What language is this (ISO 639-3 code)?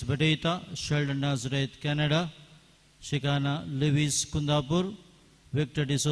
kok